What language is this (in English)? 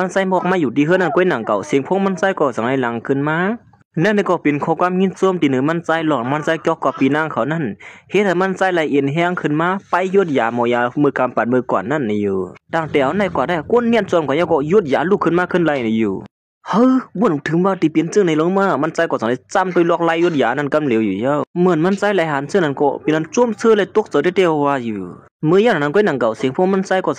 Shan